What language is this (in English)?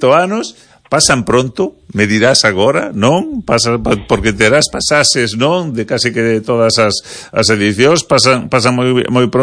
Galician